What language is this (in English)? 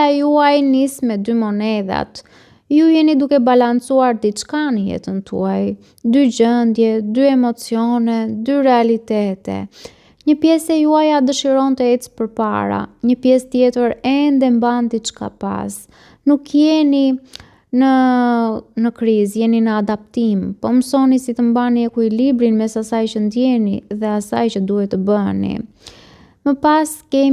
Albanian